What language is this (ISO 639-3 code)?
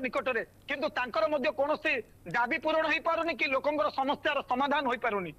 ori